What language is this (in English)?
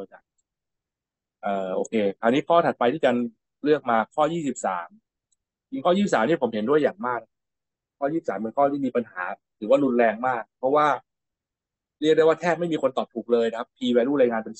Thai